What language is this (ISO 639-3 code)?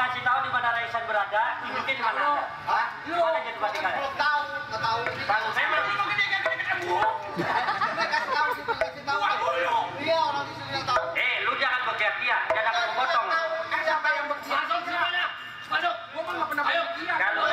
bew